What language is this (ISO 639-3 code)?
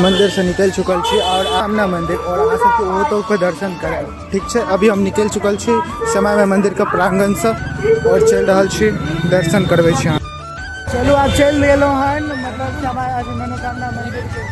mai